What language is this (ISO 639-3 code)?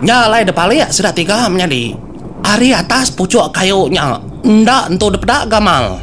iba